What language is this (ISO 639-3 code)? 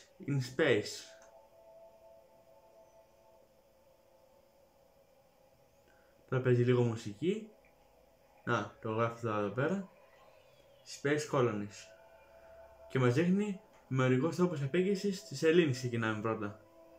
ell